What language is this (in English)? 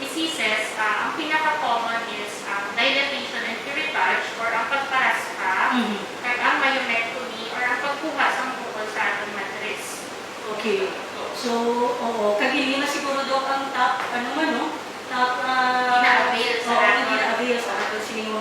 Hiligaynon